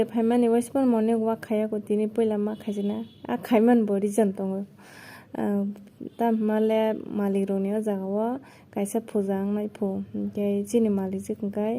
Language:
Kok Borok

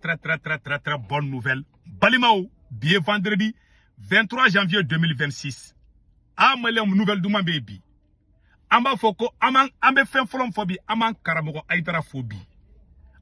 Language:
Bambara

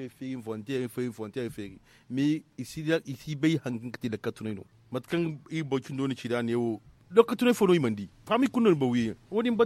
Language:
Zarma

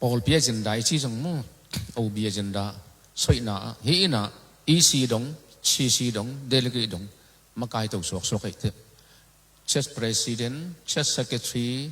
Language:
Tedim Chin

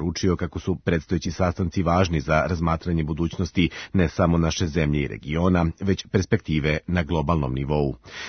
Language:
Serbian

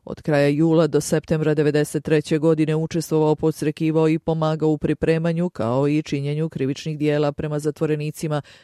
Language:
Bosnian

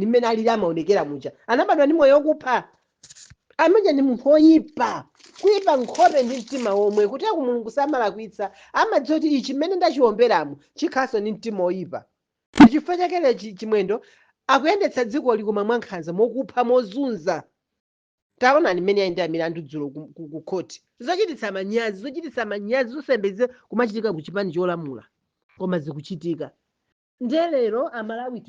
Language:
Nyanja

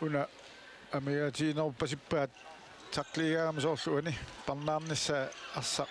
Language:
Kalaallisut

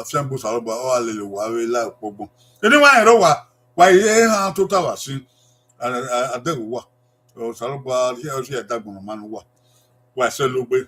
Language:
Bini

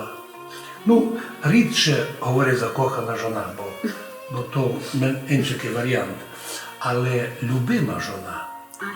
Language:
Rusyn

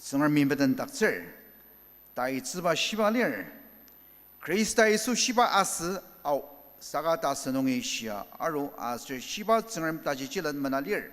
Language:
Ao Naga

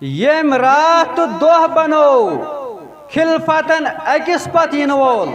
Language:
Kashmiri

